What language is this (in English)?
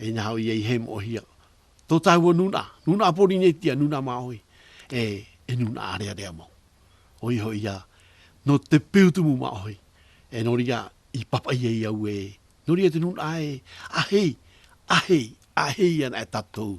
Tahitian